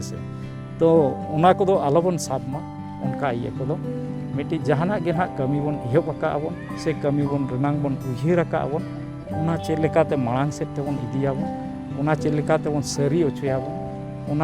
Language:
Santali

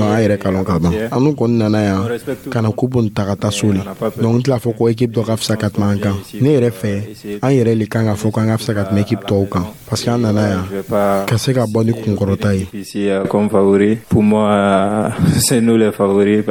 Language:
Dyula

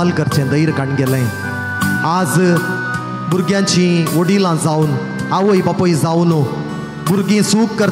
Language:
Konkani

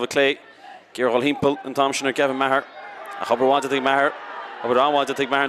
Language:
Irish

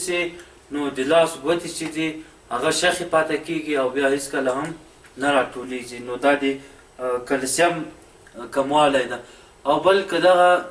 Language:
Pashto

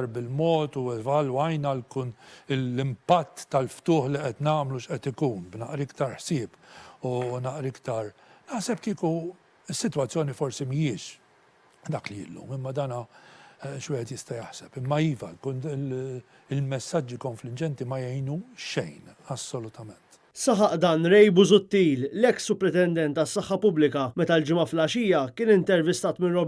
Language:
Maltese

